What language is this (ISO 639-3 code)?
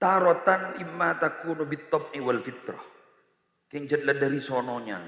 mad